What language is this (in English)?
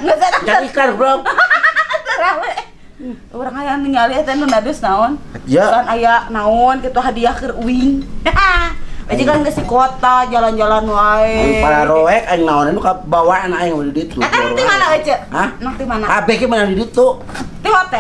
Sundanese